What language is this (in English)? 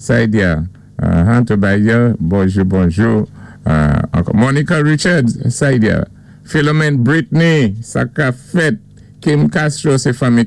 Saint Lucian Creole French